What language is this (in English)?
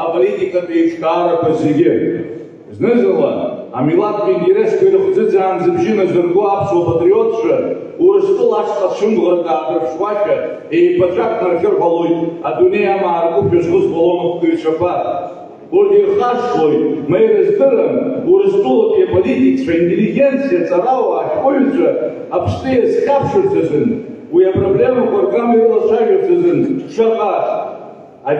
Abkhazian